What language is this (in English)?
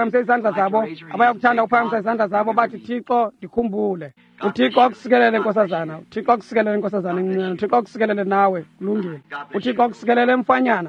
Xhosa